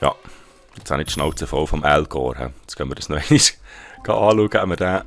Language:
Swiss German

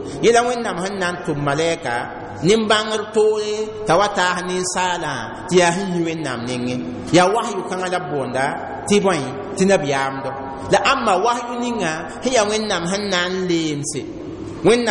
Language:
Mossi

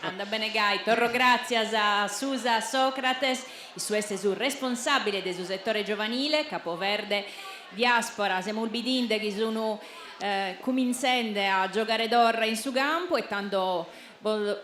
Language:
Sardinian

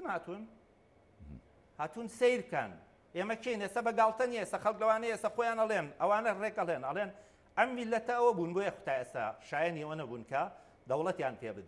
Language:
Central Kurdish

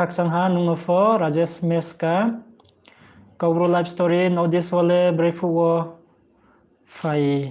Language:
Riang (India)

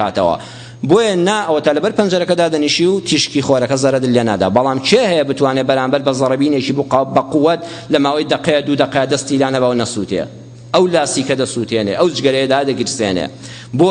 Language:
Central Kurdish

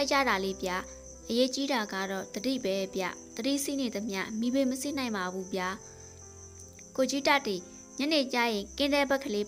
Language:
Burmese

